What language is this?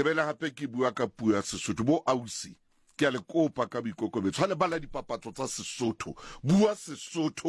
Southern Sotho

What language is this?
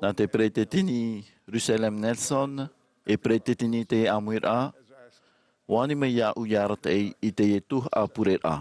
Tahitian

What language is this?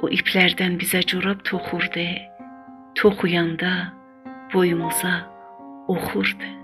South Azerbaijani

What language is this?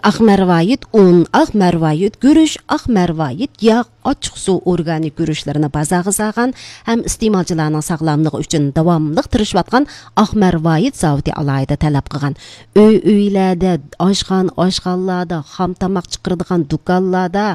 Uyghur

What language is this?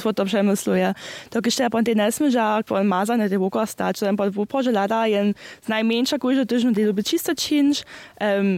Upper Sorbian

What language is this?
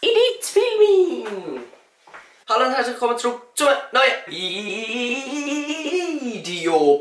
Swiss German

